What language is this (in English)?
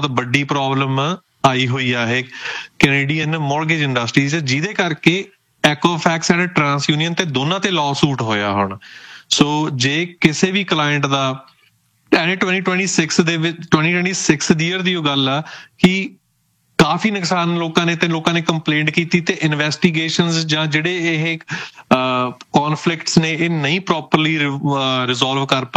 Punjabi